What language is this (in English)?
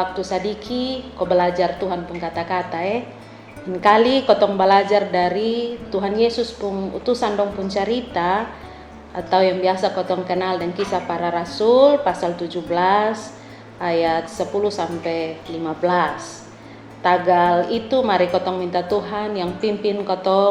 Kupang Malay